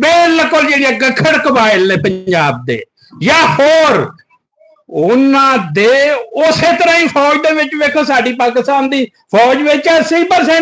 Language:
Western Panjabi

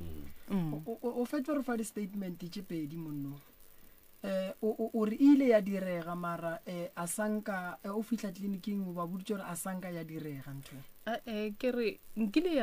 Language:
Northern Sotho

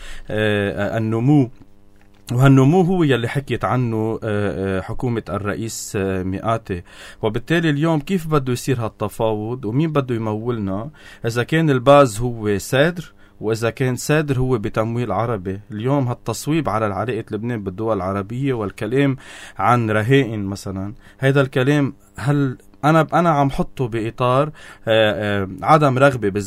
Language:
North Levantine Arabic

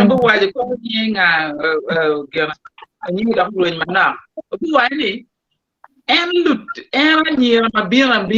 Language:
Acoli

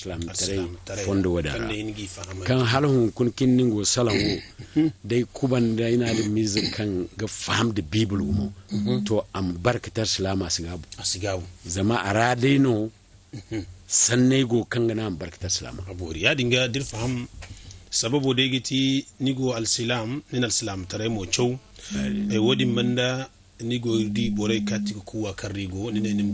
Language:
Zarma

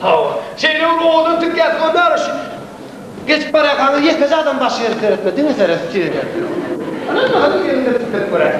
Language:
Turkmen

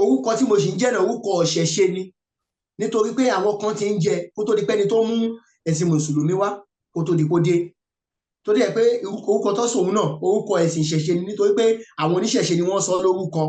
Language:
Yoruba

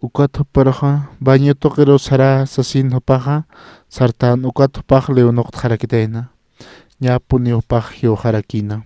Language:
Aymara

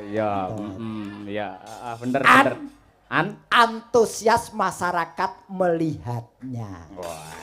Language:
Javanese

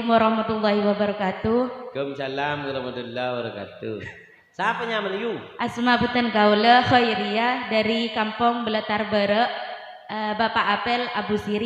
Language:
Madurese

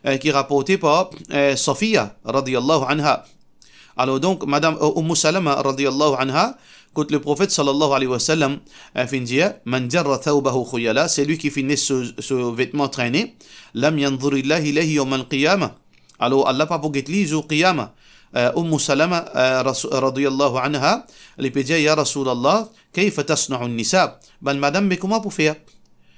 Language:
Morisyen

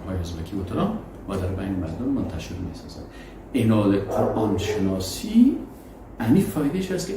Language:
Persian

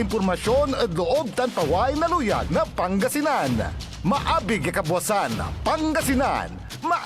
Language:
Pangasinan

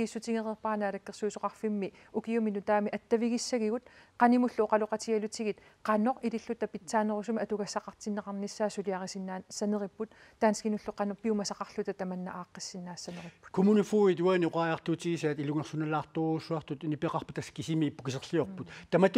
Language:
Kalaallisut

